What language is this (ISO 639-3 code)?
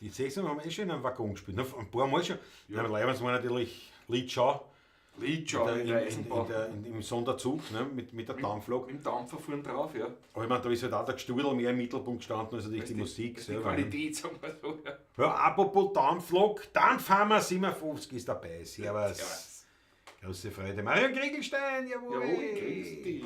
bar